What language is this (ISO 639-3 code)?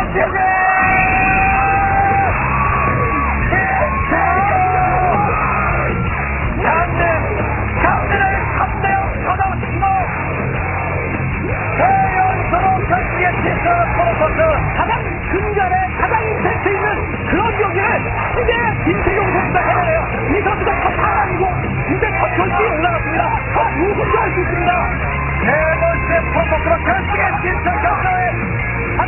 kor